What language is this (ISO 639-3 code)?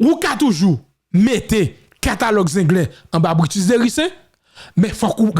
hat